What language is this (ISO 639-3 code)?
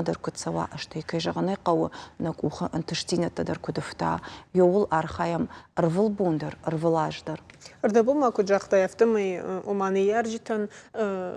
oss